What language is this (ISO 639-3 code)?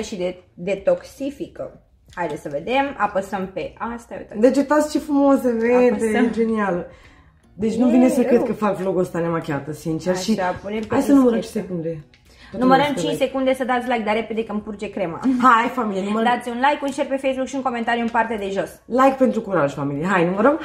ron